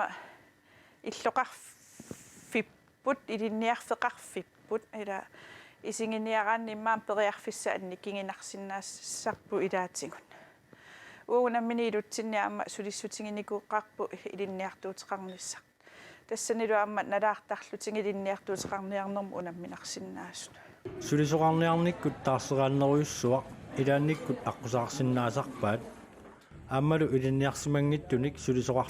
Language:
Kalaallisut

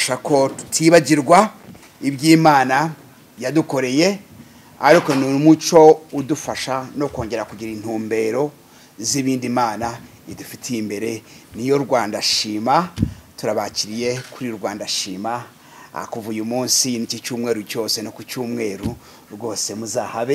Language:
Kinyarwanda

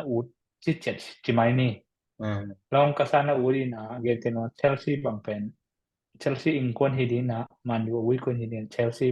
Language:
Tedim Chin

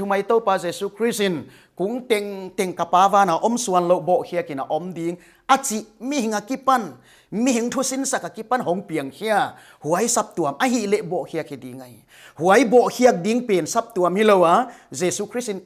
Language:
Paite Chin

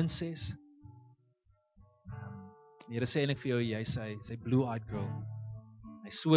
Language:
Afrikaans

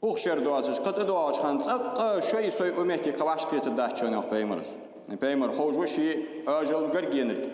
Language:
Ingush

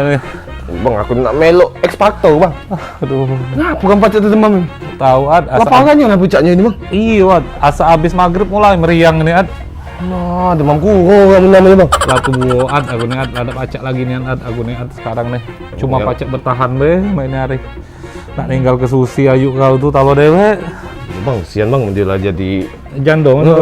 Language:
Musi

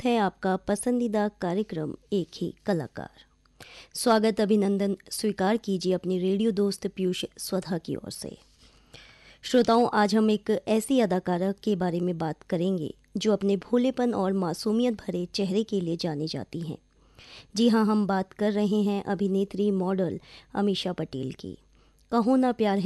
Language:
Hindi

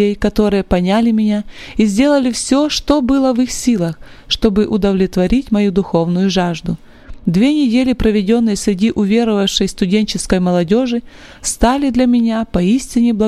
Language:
Russian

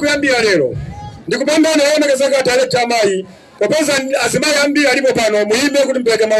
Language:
Nyanja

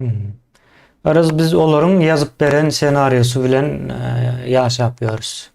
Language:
Turkmen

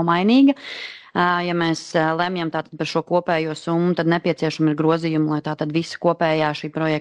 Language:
Latvian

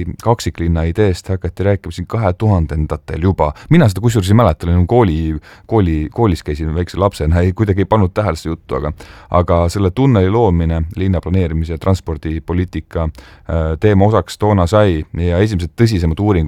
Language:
Estonian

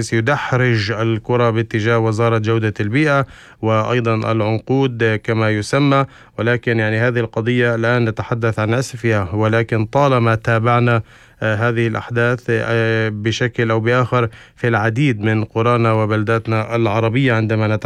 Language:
North Levantine Arabic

